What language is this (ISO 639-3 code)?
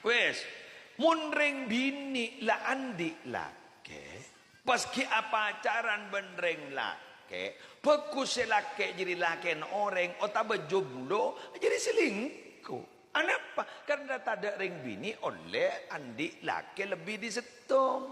mad